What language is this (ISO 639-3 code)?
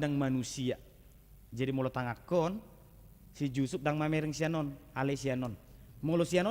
bbc